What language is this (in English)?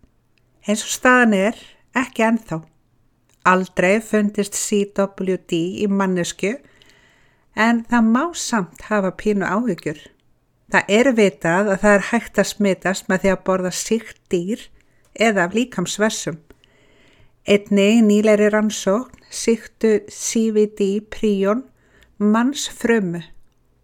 Icelandic